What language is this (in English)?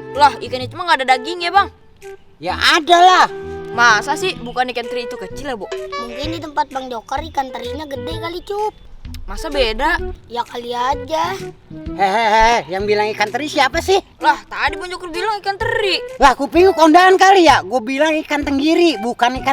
Betawi